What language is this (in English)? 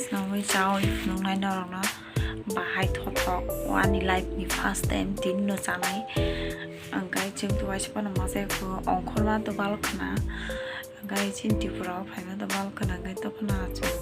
Kok Borok